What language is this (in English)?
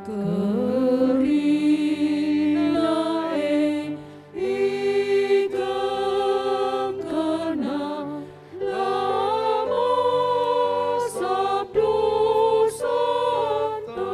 Batak Karo